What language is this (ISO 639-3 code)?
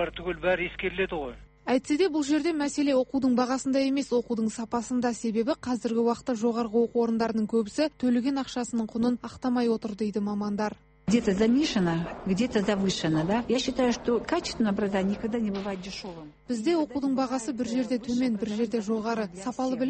kaz